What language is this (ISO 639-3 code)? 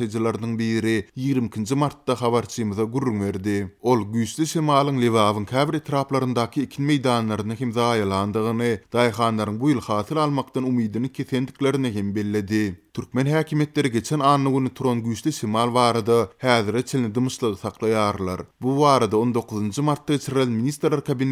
tuk